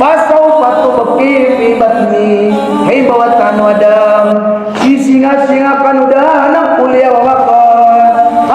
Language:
Maranao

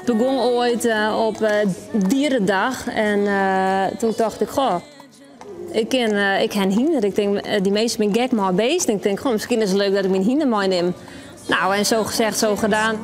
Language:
Western Frisian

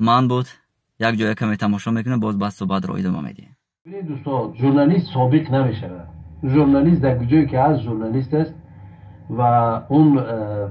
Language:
Tajik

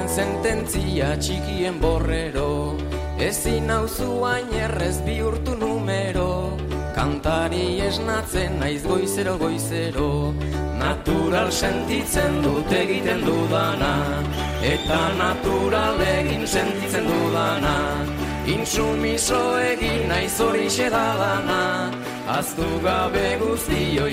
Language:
Basque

